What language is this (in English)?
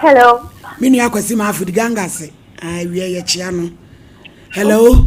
Akan